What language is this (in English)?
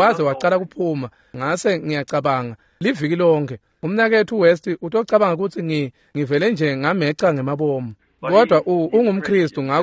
Swati